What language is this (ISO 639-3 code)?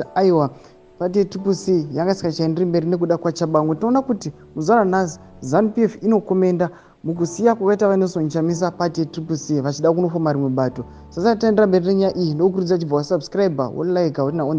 sna